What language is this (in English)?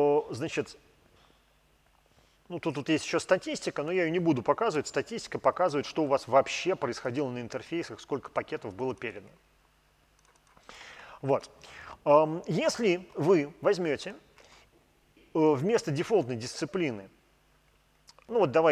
Russian